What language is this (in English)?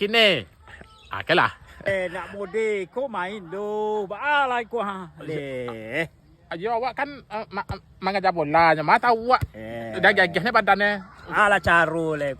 Minangkabau